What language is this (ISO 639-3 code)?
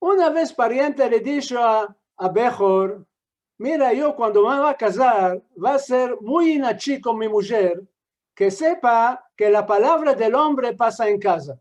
lad